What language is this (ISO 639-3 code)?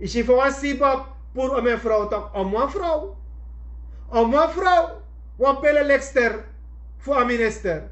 srn